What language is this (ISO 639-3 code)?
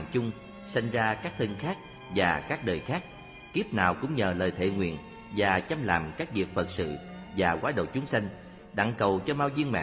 vie